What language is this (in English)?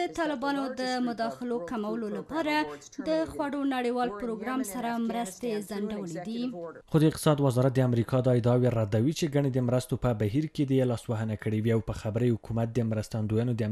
Pashto